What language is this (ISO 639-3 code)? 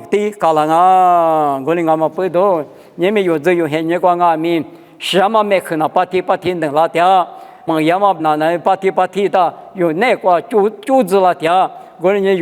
lis